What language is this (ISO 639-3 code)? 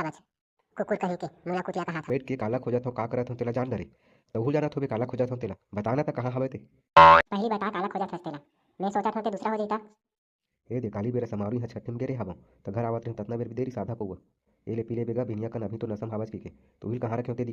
hne